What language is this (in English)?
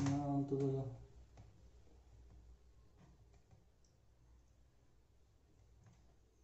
Kannada